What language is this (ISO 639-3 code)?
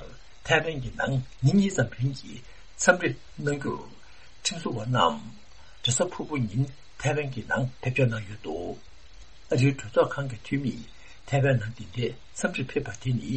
bod